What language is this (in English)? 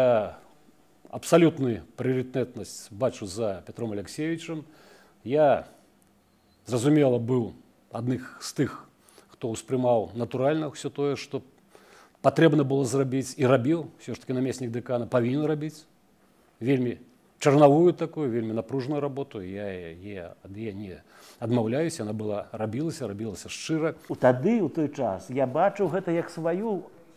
Belarusian